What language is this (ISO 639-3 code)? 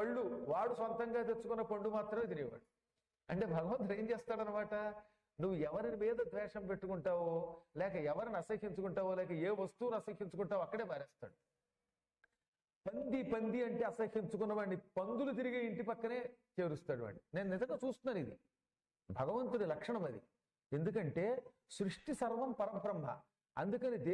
tel